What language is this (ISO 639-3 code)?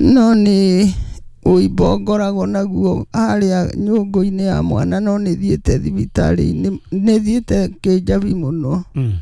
kik